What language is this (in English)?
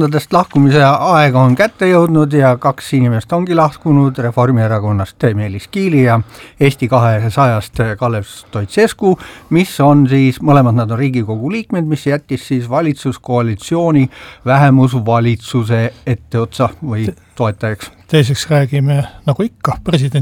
Estonian